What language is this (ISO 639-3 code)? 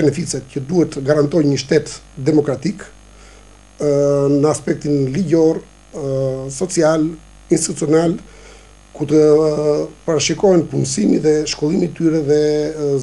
sqi